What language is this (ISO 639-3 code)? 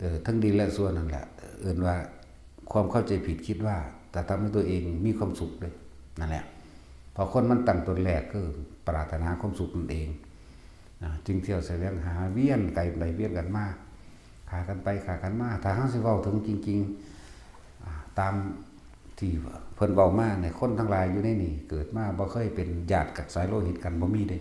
tts